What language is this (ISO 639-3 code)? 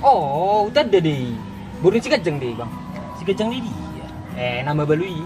bbc